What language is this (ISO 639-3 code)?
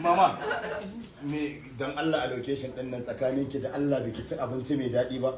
hau